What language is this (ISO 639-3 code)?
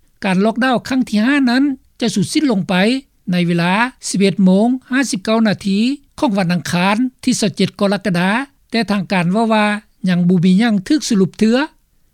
lao